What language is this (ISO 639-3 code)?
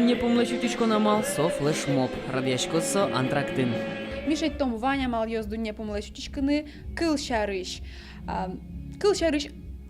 udm